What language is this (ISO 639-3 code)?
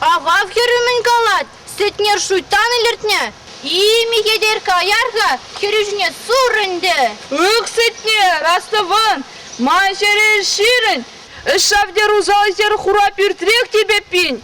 chv